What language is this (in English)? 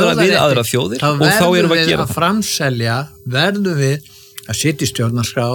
Icelandic